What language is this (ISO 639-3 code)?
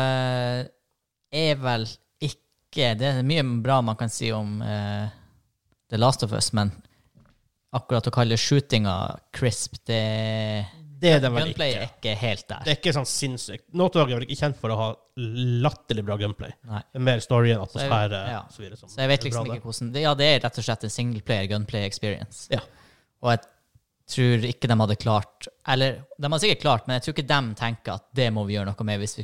nor